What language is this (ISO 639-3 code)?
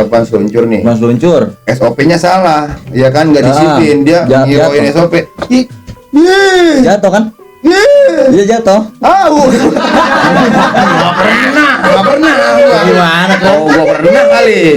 bew